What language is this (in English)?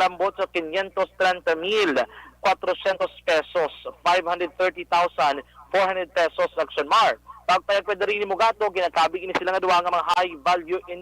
Hiligaynon